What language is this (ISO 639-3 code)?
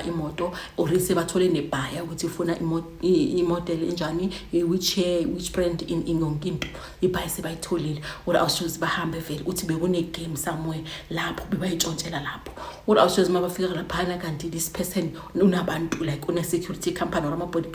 zul